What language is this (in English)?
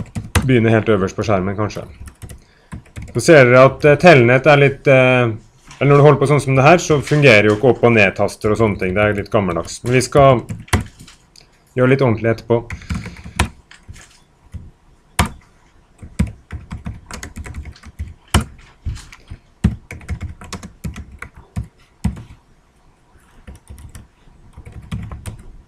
Norwegian